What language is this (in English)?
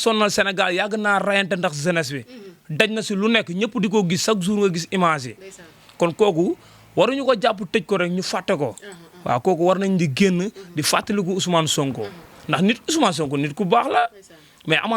Wolof